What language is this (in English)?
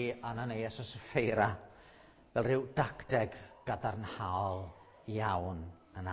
Welsh